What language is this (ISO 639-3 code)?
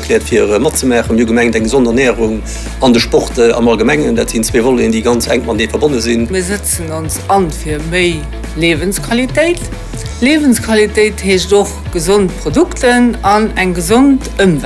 ltz